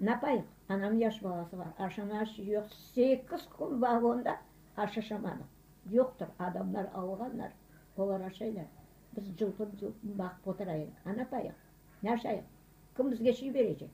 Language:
Crimean Tatar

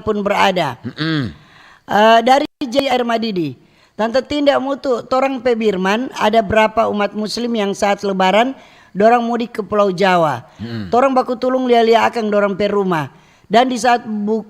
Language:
Manado Malay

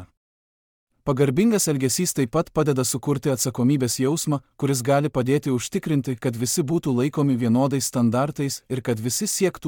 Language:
Lithuanian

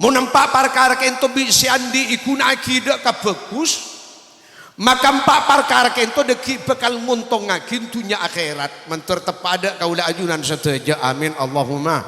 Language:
Madurese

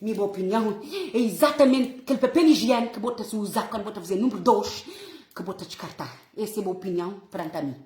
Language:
Kabuverdianu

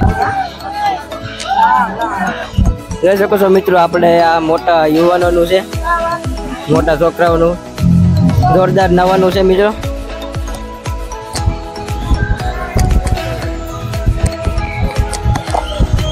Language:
Gujarati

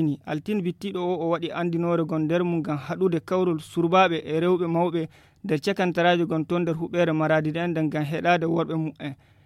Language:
Nigerian Fulfulde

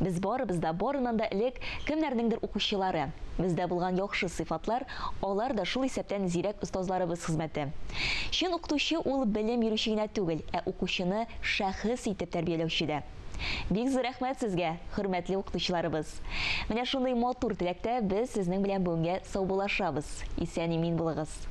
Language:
Tatar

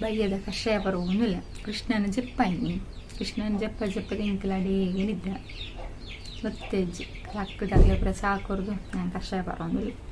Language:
Tulu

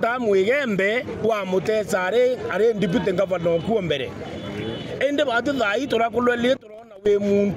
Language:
Meru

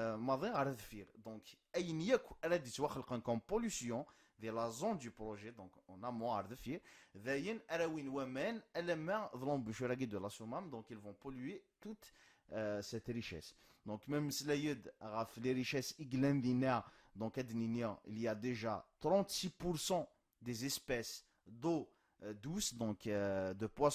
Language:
Kabyle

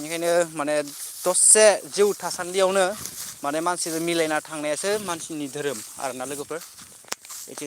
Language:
Bodo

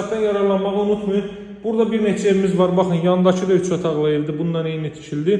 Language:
Azerbaijani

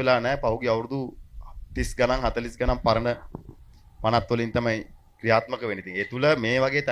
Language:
Sinhala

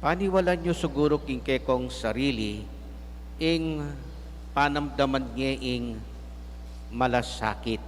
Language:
Pampanga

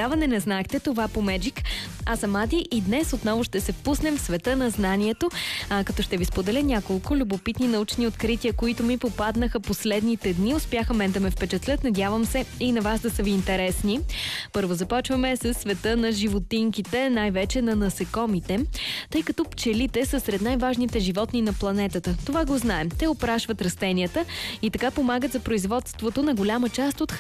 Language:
Bulgarian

